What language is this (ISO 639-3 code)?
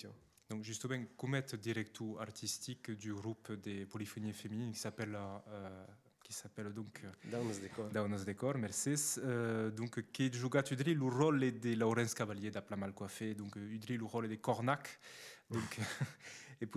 oci